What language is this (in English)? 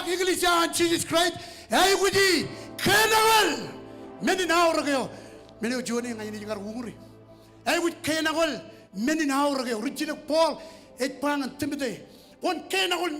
Marshallese